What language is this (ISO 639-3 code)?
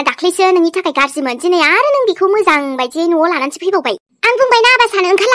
brx